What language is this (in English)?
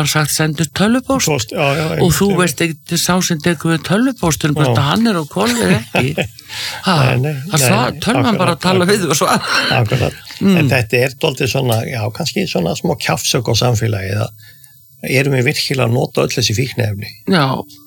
Icelandic